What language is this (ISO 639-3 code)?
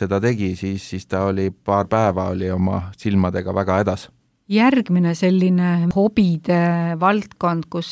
est